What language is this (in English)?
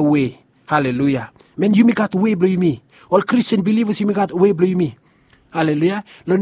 Bislama